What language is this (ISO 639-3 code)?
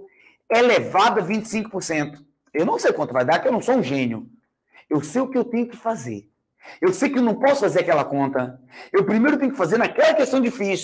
por